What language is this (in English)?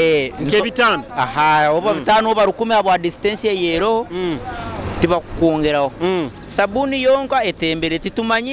Nyoro